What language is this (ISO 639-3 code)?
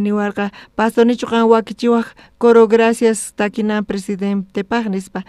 quh